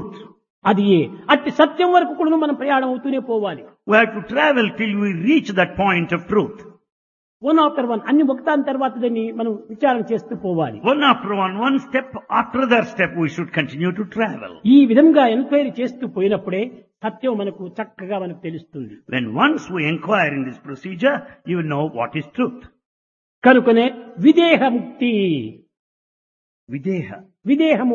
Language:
Telugu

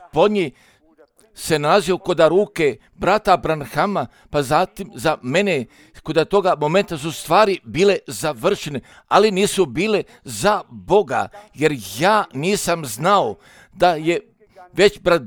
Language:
Serbian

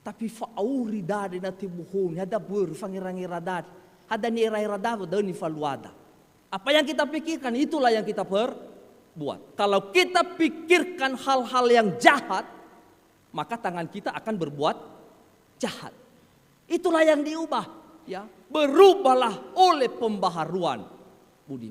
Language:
Nias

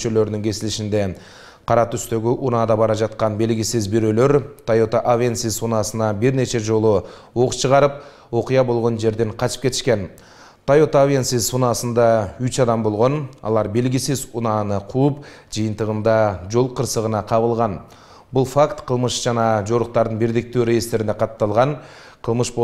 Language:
Kyrgyz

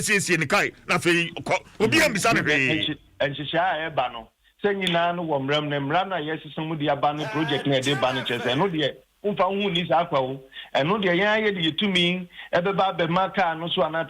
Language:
Akan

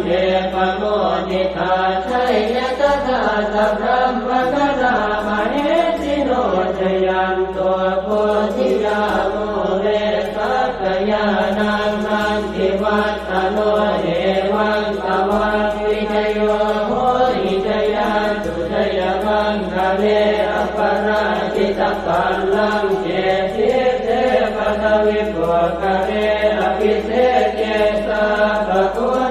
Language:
Pali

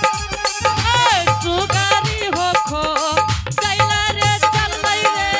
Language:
Angika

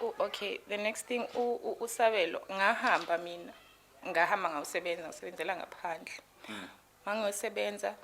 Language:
Zulu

